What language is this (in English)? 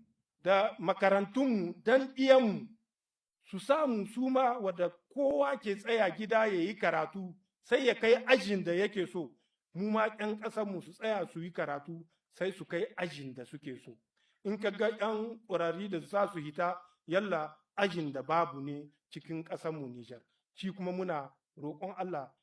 Hausa